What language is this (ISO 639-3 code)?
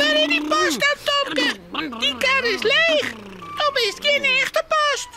fry